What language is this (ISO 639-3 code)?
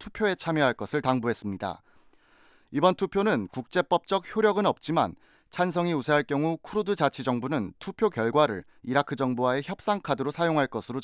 kor